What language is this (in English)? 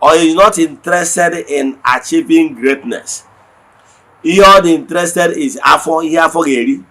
Igbo